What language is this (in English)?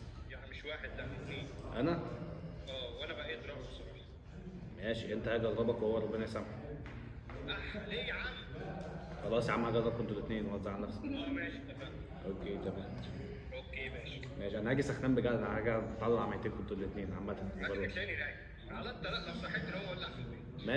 Egyptian Arabic